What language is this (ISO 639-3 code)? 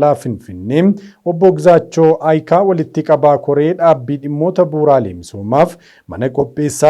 orm